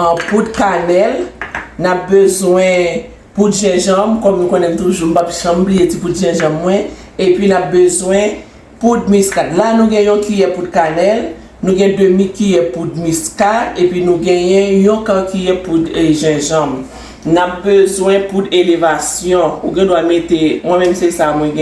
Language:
Haitian Creole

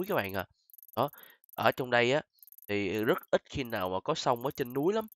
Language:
Vietnamese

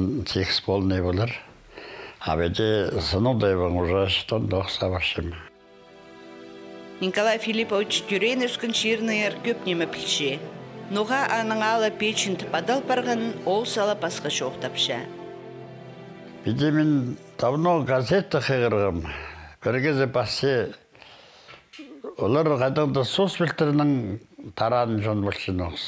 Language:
Khakas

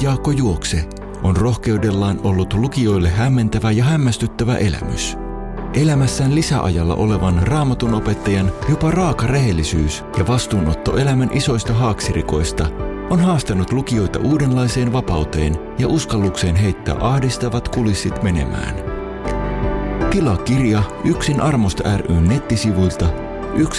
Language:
Finnish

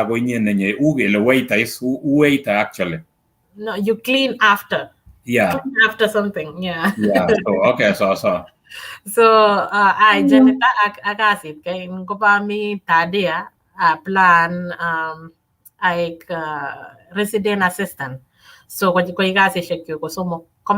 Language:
Kalenjin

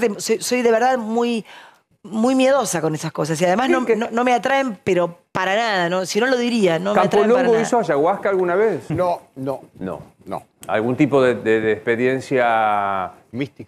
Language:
Spanish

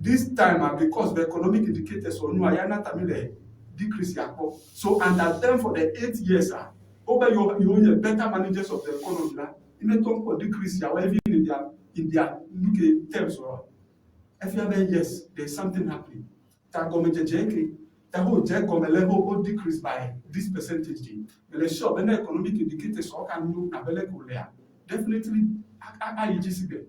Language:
Ewe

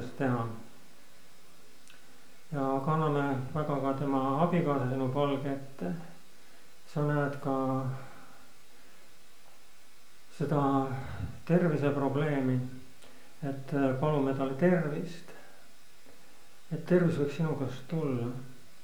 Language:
Estonian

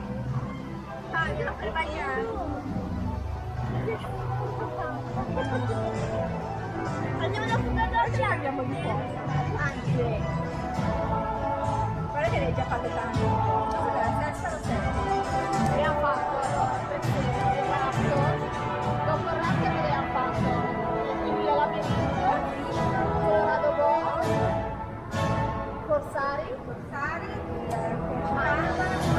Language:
Italian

